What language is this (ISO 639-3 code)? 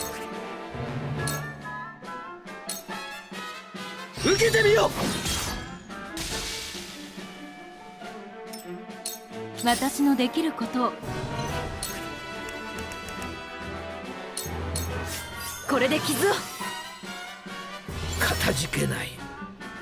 jpn